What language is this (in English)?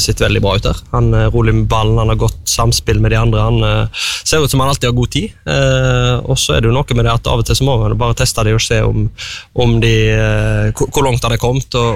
Norwegian